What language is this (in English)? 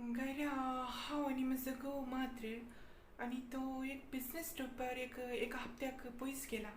Konkani